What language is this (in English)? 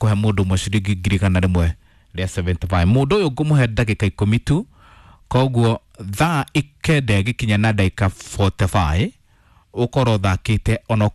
Kikuyu